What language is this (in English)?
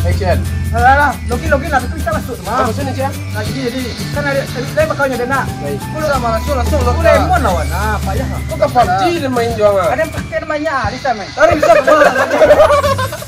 Minangkabau